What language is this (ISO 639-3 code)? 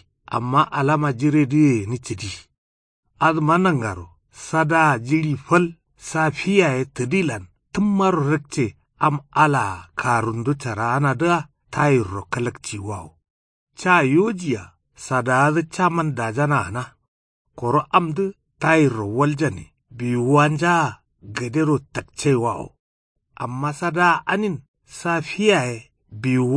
kau